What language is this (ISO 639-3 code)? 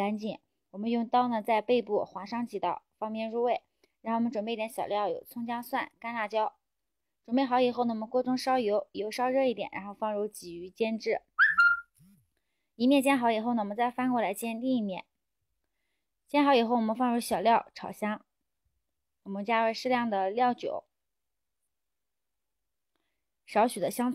zho